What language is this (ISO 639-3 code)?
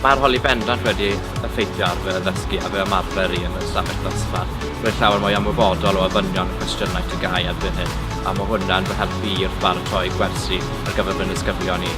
cym